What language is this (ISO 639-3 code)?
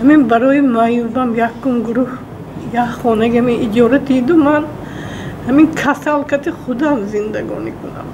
tgk